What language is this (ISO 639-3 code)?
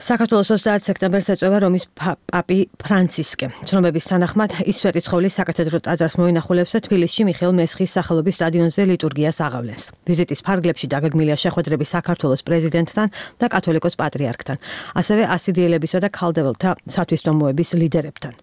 kat